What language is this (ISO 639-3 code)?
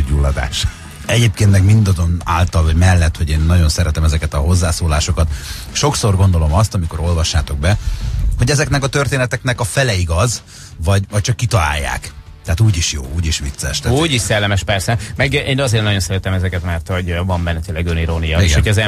hun